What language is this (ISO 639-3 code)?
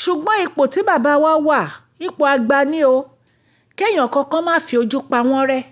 yor